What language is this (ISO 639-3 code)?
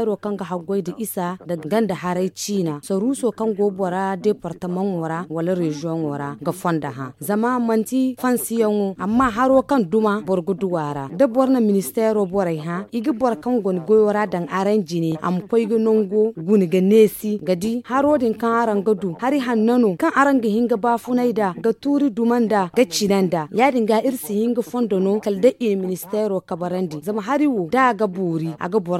dje